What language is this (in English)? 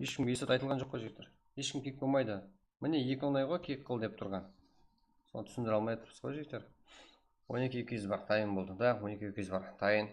Kara-Kalpak